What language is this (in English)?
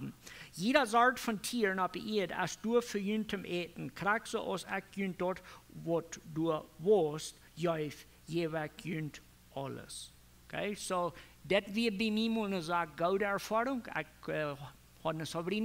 Plautdietsch